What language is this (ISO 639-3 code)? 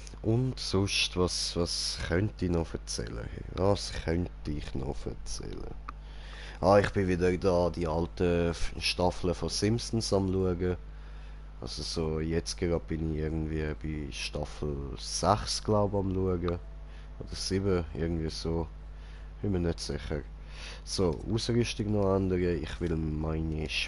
gsw